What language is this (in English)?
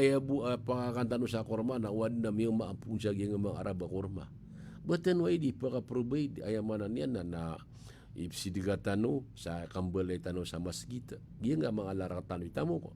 Maranao